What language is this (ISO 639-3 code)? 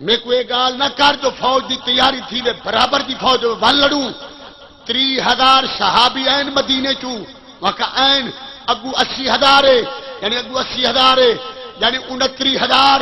skr